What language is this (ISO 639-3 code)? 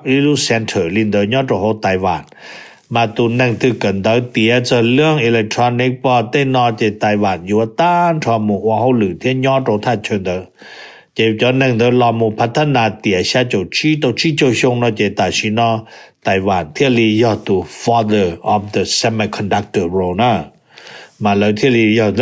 hmn